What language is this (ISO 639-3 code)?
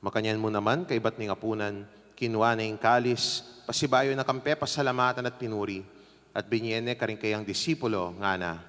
pam